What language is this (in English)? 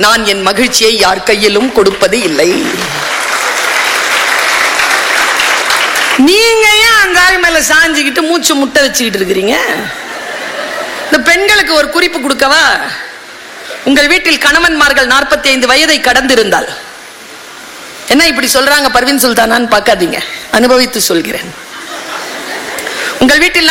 Tamil